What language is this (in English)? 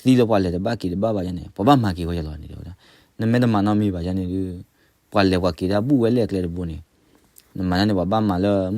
S'gaw Karen